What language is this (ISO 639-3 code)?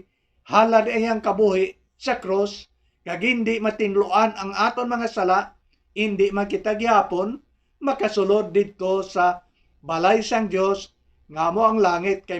hil